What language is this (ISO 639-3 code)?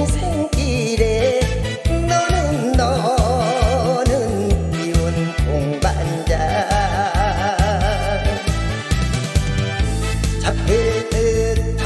kor